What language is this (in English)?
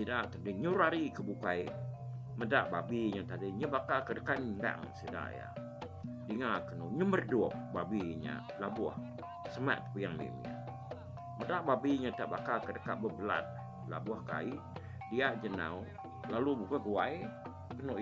Iban